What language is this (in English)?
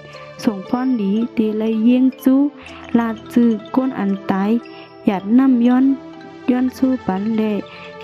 Shan